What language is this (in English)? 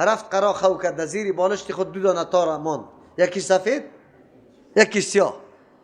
Persian